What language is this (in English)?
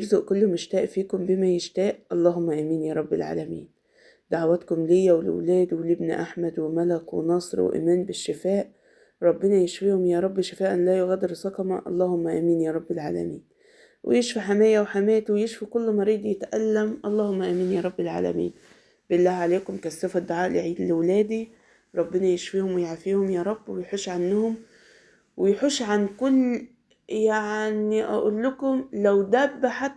Egyptian Arabic